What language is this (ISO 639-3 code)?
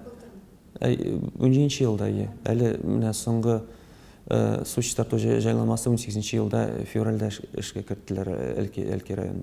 tat